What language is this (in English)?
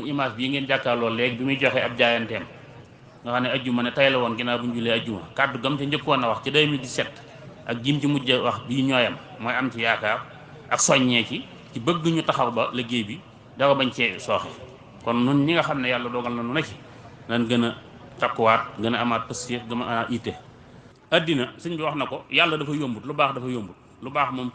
Wolof